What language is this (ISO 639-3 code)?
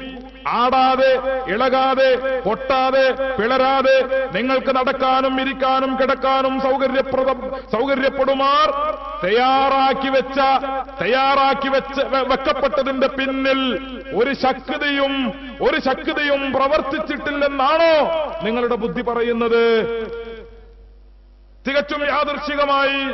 mal